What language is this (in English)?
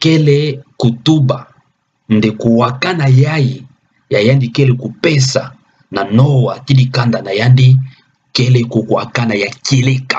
Kituba (Democratic Republic of Congo)